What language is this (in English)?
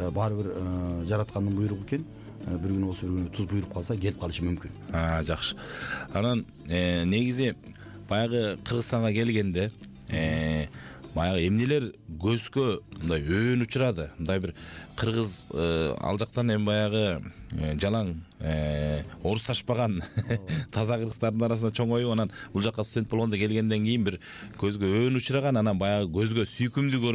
Kyrgyz